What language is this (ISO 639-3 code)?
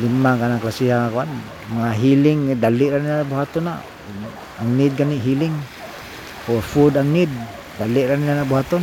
ceb